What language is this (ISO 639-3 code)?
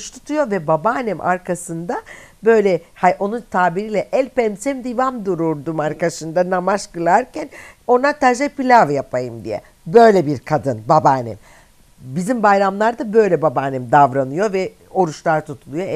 tur